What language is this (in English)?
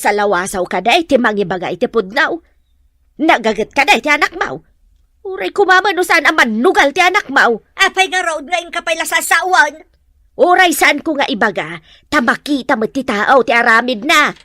Iloko